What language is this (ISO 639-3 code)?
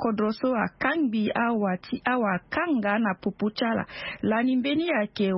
sag